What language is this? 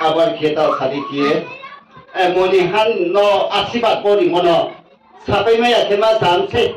Riang (India)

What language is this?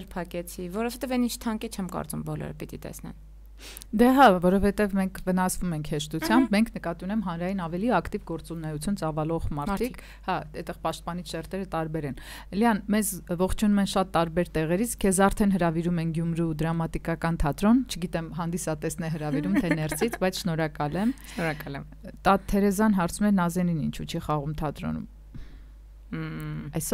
Armenian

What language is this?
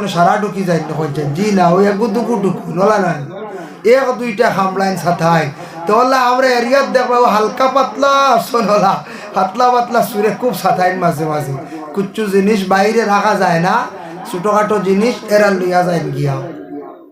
Sylheti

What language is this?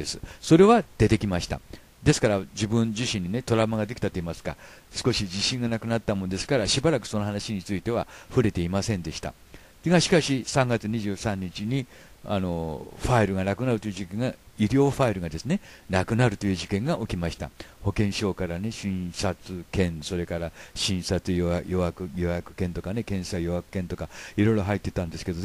Japanese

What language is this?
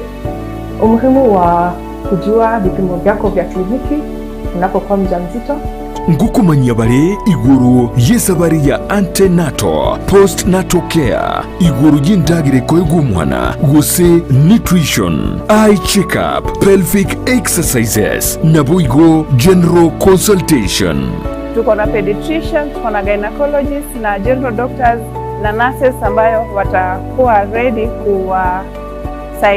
Gusii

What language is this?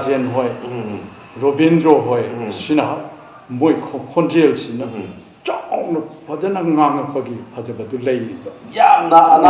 Manipuri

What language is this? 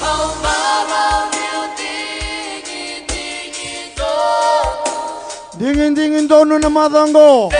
Fijian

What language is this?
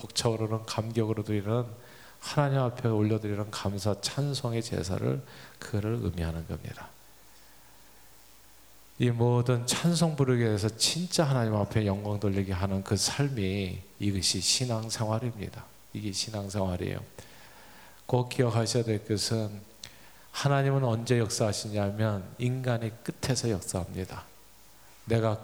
Korean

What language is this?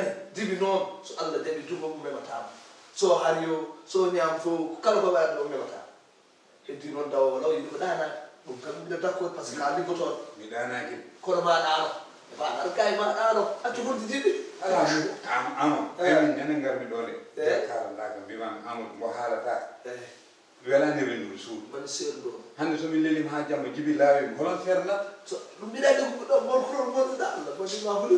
Fula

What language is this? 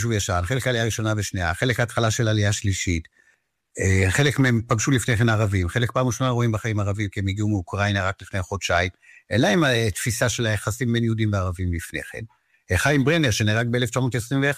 Hebrew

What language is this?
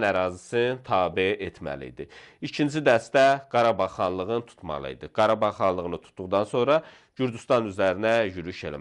Azerbaijani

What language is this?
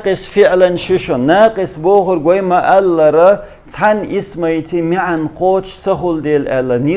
Chechen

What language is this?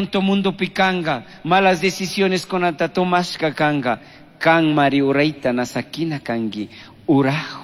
Chimborazo Highland Quichua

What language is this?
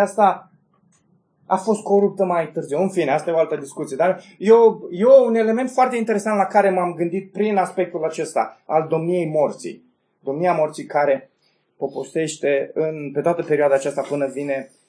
Romanian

